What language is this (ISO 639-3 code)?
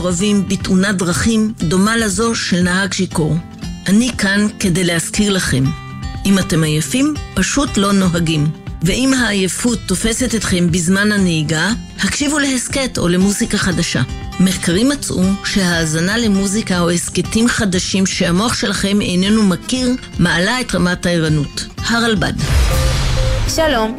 heb